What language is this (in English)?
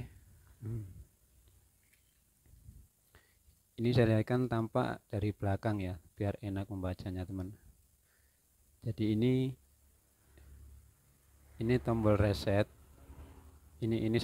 Indonesian